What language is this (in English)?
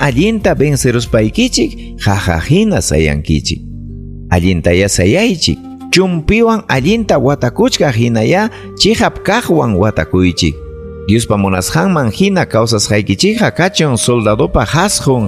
Ayacucho Quechua